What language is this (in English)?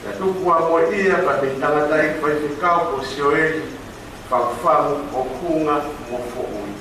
Tongan